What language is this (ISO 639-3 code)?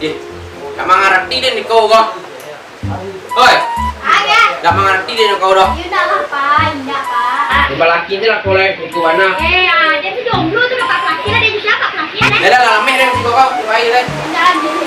min